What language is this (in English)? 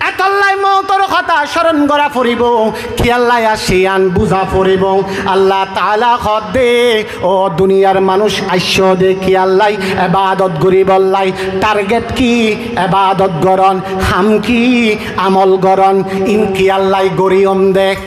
Rohingya